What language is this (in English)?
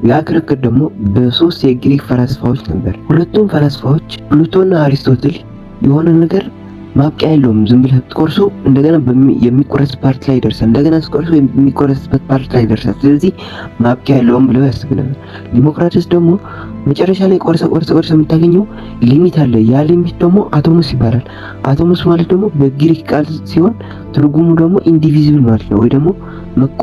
Amharic